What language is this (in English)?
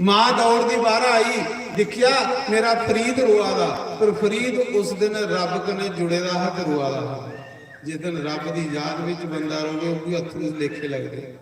Dogri